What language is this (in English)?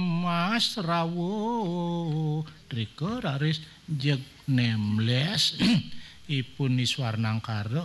Balinese